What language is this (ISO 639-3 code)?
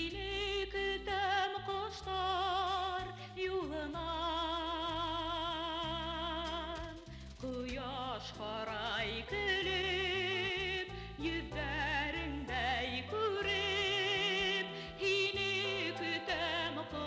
bak